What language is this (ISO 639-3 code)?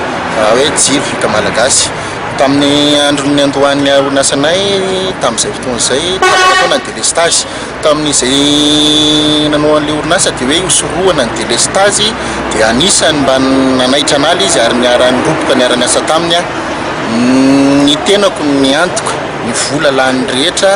mlg